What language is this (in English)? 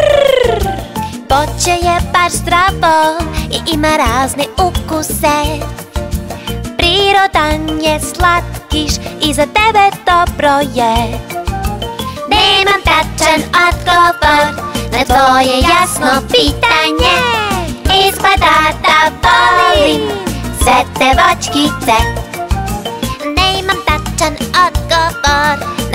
Serbian